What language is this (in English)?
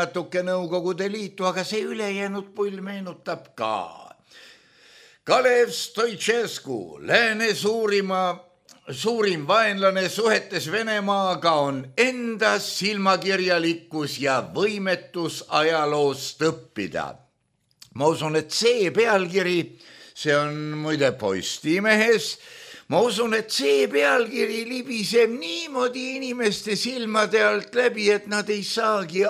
Estonian